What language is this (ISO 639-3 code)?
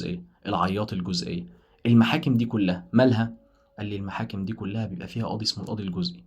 arz